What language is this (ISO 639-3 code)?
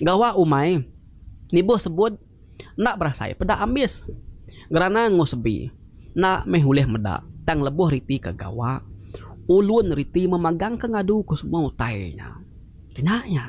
iba